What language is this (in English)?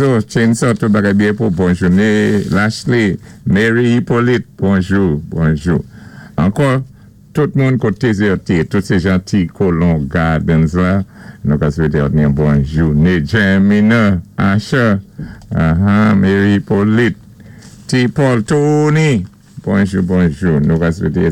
Saint Lucian Creole French